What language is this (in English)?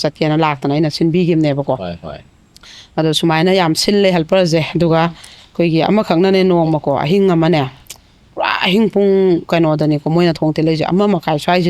Manipuri